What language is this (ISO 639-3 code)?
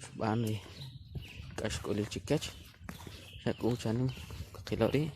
quc